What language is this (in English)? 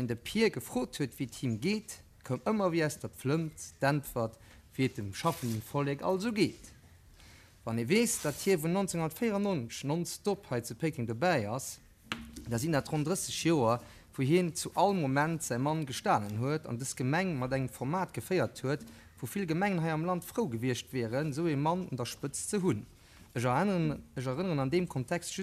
Luxembourgish